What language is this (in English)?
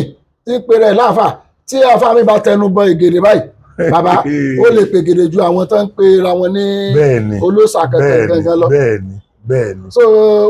Yoruba